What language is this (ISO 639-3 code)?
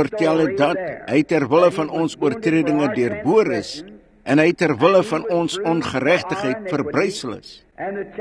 afr